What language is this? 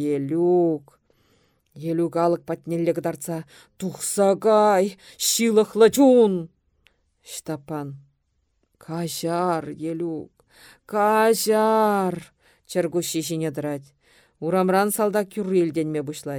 Chuvash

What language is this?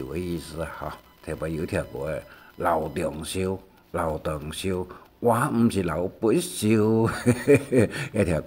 Hakka Chinese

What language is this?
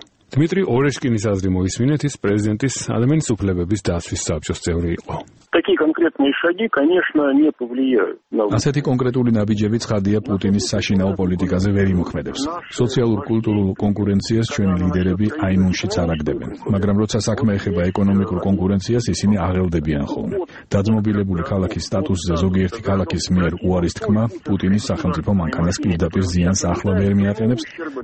Georgian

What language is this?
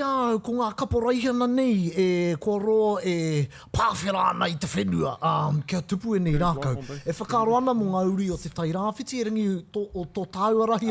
Māori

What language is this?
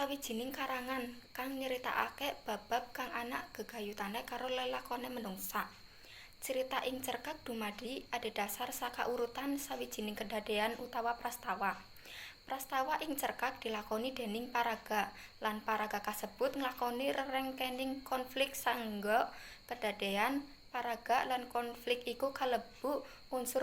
Javanese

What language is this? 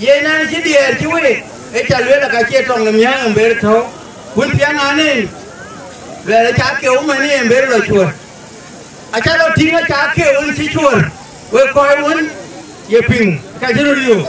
Dinka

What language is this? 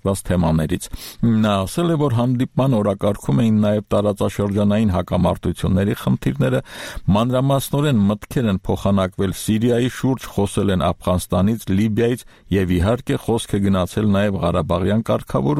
Armenian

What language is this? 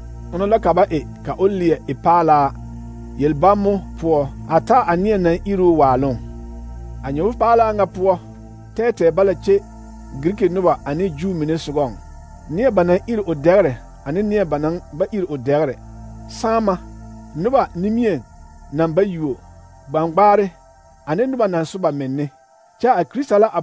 Southern Dagaare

